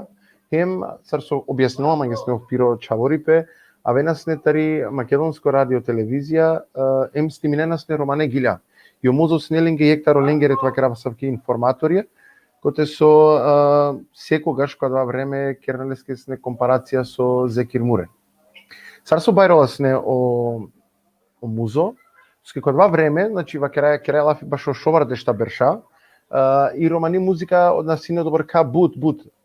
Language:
Balkan Romani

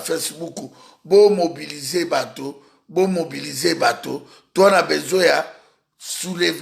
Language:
Lingala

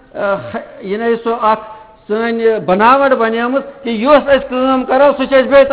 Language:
Kashmiri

